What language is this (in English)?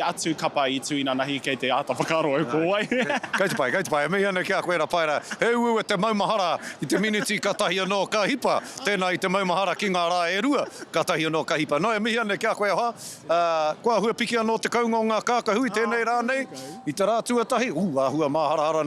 Māori